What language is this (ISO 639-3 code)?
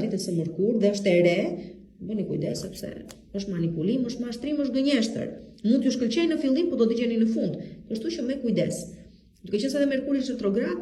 sqi